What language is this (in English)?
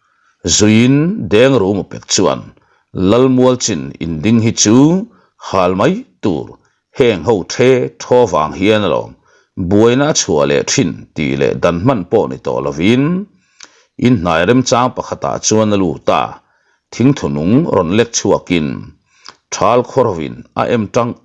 Mizo